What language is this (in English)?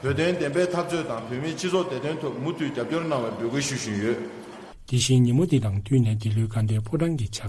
Tibetan